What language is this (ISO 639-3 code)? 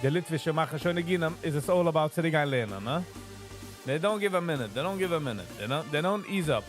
yid